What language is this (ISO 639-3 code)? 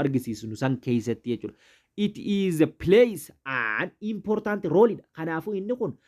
orm